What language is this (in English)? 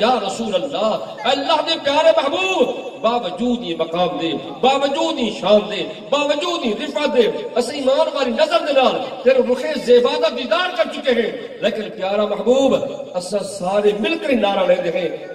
Western Panjabi